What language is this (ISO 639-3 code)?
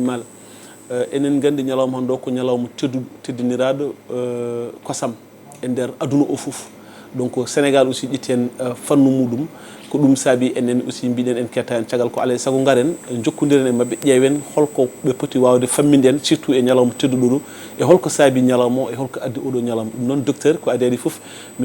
ful